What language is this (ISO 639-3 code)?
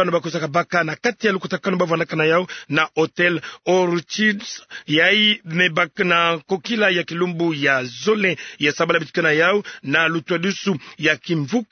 ktu